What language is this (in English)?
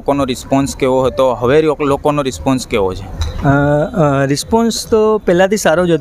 Gujarati